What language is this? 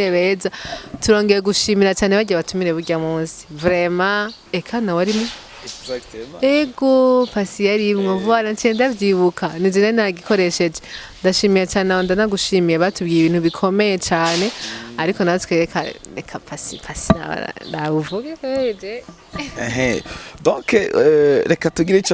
Rundi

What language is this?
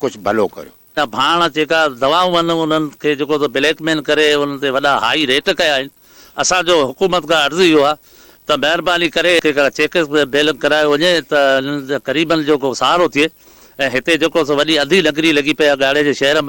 Sindhi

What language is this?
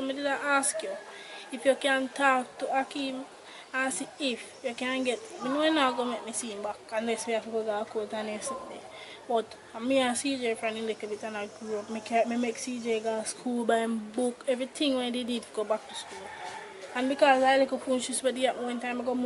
Jamaican Creole English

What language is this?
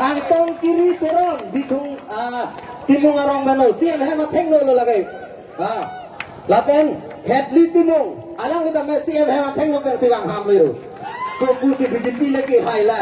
Karbi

